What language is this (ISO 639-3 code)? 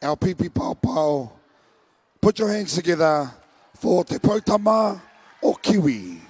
mri